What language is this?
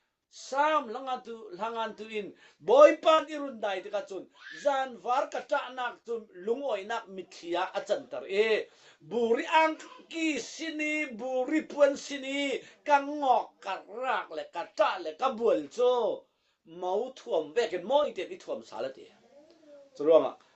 Falam Chin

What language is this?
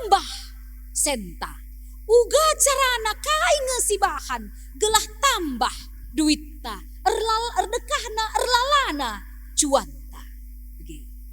Batak Karo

